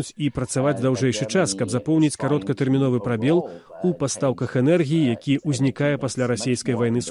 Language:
Belarusian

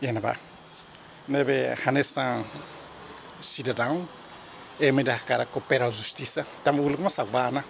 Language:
Tetum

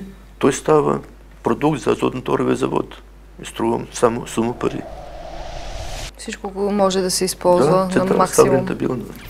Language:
Bulgarian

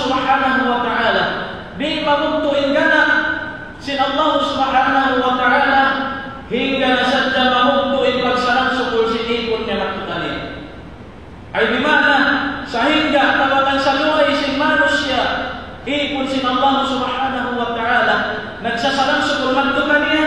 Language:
Tausug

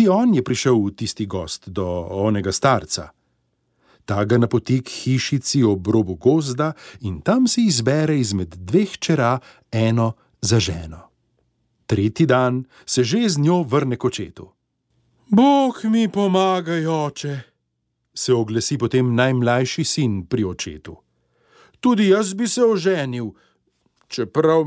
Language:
Slovenian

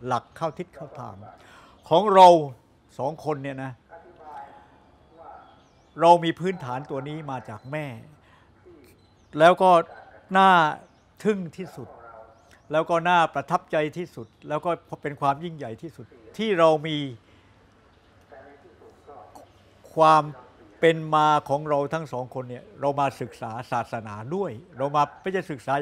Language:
Thai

